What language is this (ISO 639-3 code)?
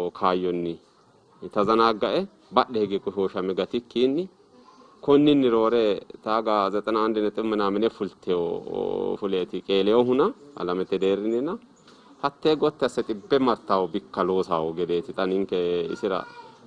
sid